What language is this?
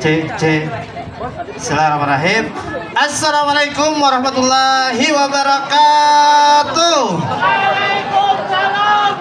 Banjar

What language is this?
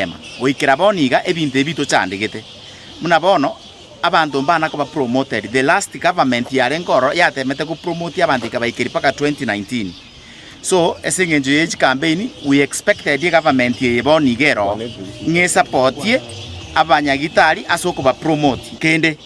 Gusii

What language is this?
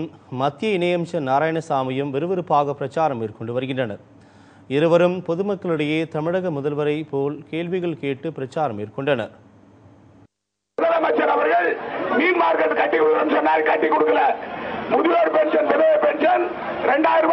Tamil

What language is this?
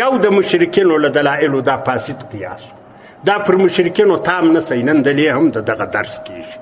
Pashto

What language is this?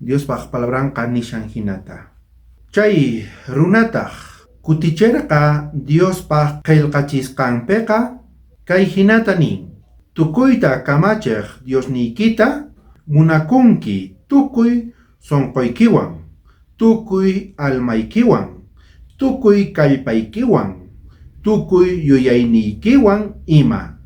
South Bolivian Quechua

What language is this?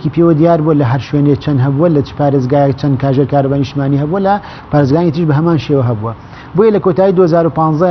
Central Kurdish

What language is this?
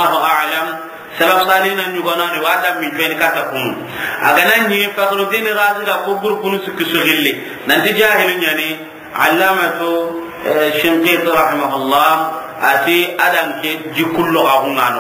Soninke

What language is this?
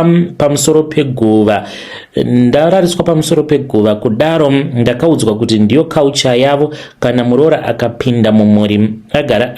Shona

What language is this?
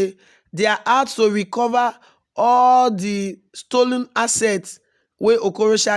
Nigerian Pidgin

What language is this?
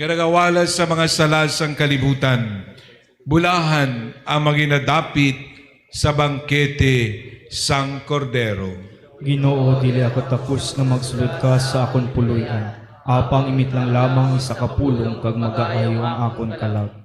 Hiligaynon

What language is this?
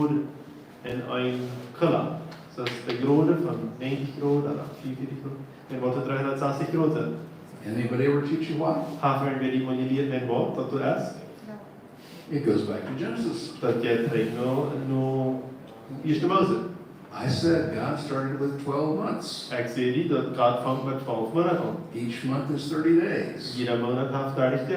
Plautdietsch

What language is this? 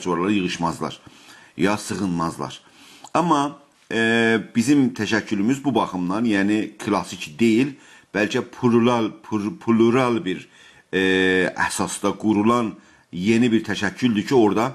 South Azerbaijani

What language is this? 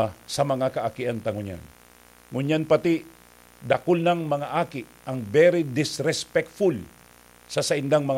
Bikol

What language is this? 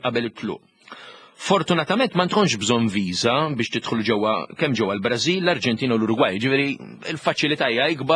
Maltese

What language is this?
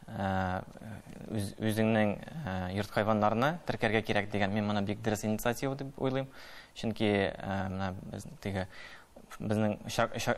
Tatar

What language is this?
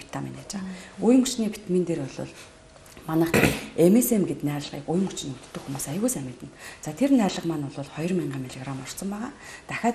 Mongolian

